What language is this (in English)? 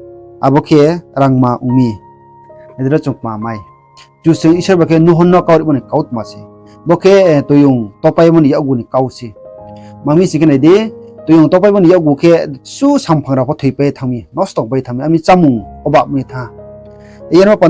Riang (India)